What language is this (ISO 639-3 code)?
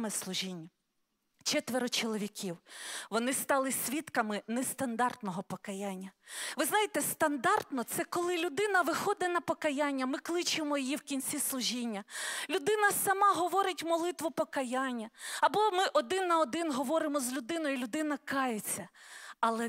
ukr